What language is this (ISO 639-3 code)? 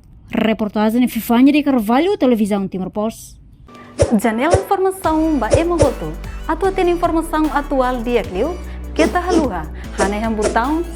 tet